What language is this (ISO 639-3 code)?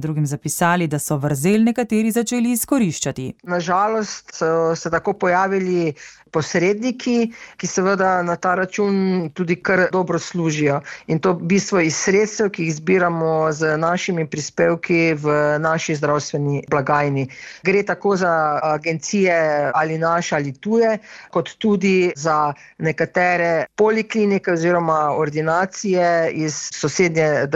slv